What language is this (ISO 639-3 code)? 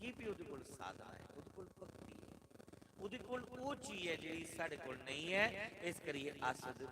doi